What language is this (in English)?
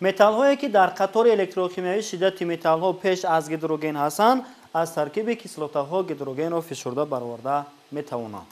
Tajik